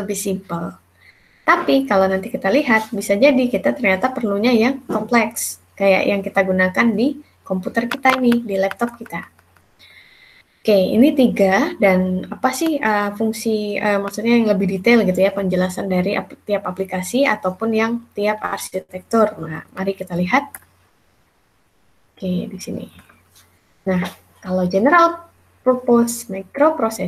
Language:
Indonesian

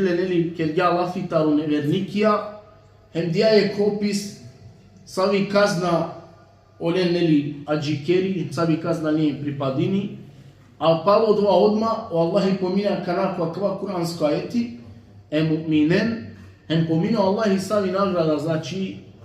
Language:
Balkan Romani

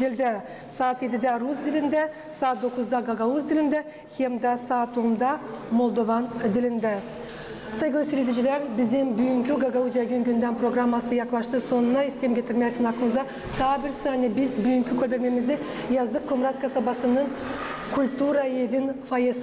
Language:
Gagauz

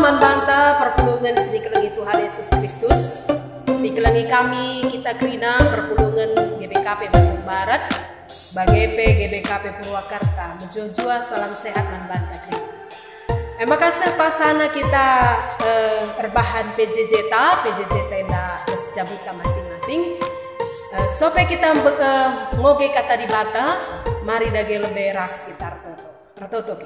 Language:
Batak Karo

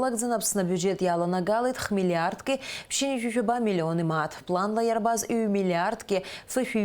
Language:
Abkhazian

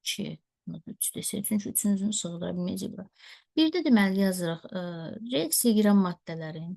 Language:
Azerbaijani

